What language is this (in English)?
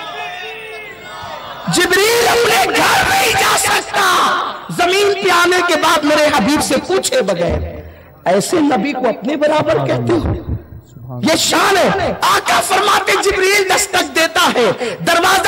Urdu